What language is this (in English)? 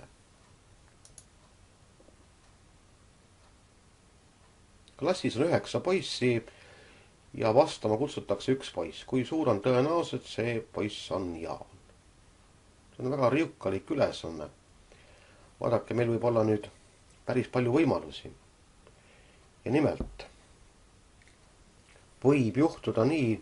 Estonian